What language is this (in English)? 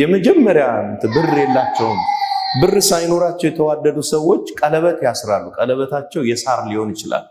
Amharic